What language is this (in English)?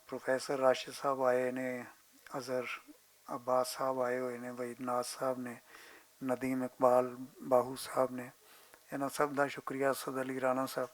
Western Panjabi